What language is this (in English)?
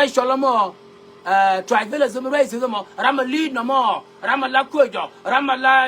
Nuer